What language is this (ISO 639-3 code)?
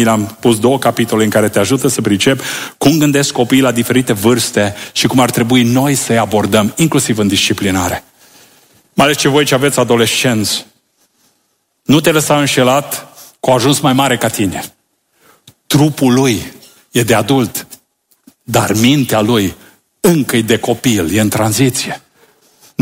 ron